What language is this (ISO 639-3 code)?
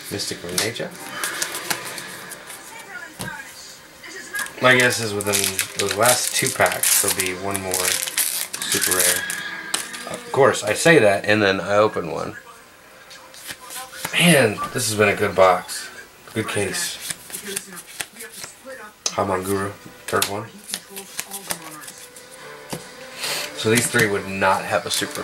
eng